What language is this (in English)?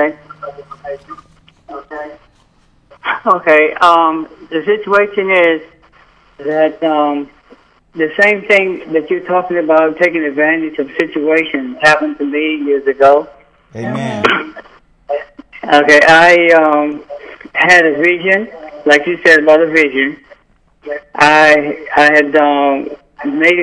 English